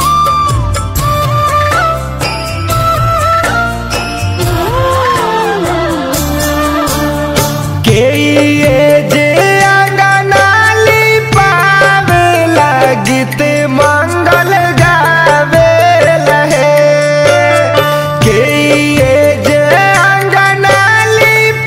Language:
Bhojpuri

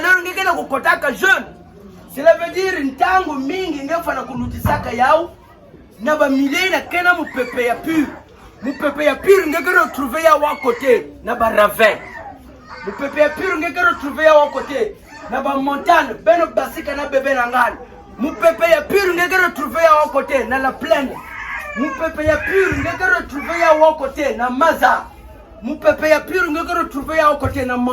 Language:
Kituba (Democratic Republic of Congo)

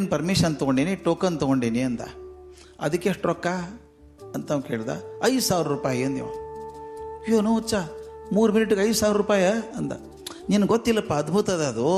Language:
Kannada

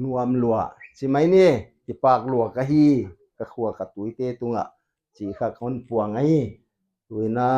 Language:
Paite Chin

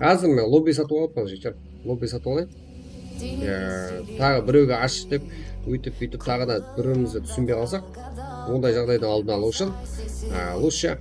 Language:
Kara-Kalpak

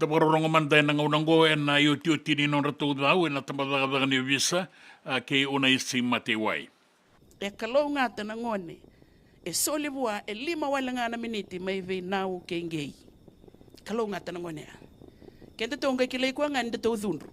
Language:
Fijian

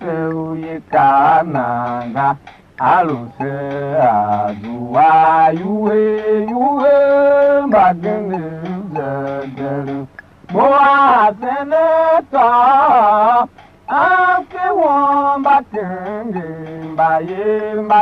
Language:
Tiv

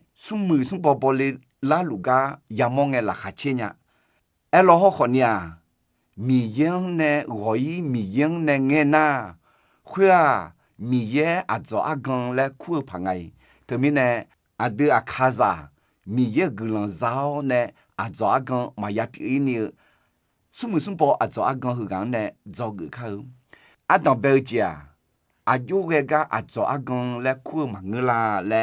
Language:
Akha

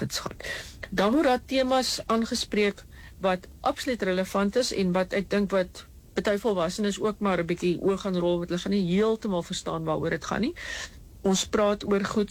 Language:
Afrikaans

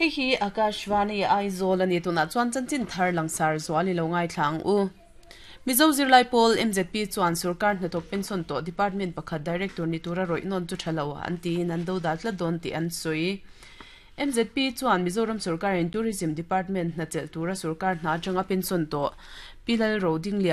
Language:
Mizo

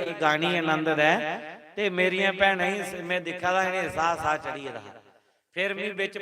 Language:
Dogri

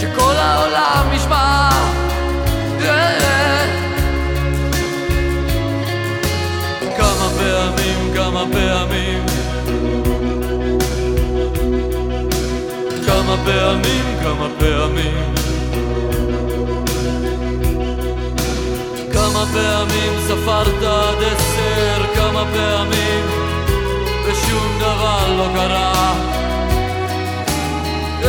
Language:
Hebrew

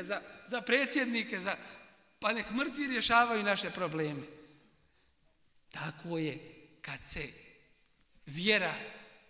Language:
Bosnian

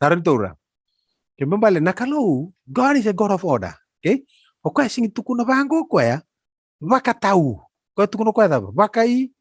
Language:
Fijian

